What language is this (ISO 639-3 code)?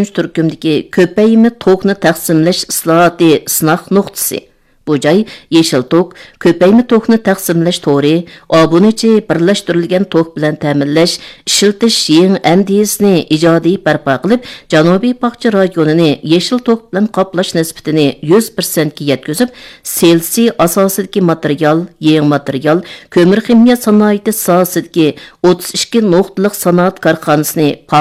uig